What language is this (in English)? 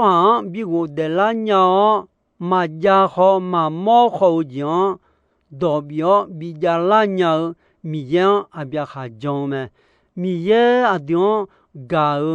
Akha